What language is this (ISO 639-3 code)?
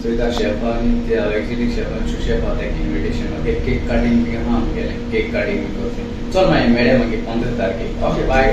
kok